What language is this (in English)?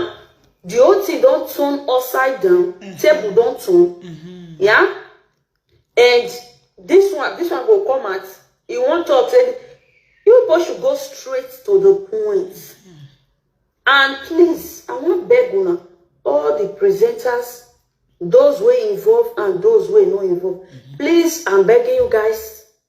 Nigerian Pidgin